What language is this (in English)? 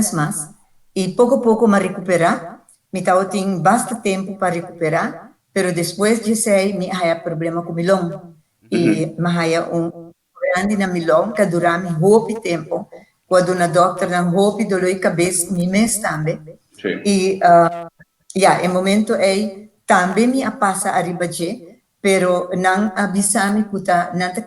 Papiamento